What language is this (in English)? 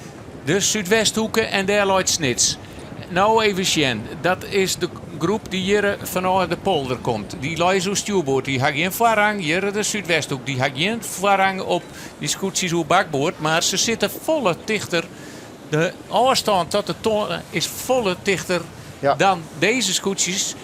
Western Frisian